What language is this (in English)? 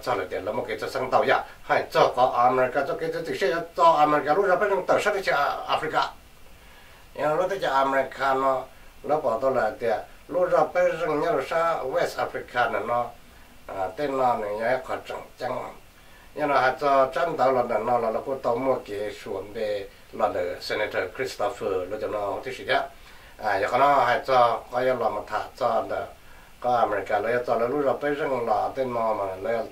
Vietnamese